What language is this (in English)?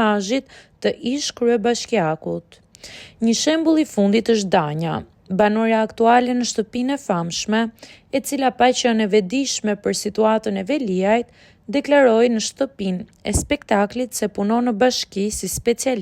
Albanian